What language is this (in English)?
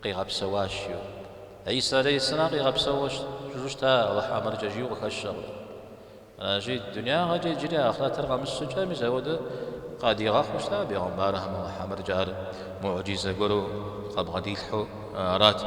Kabardian